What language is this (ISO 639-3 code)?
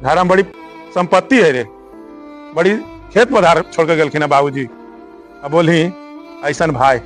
mag